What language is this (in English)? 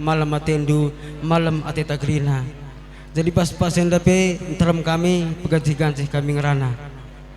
Batak Karo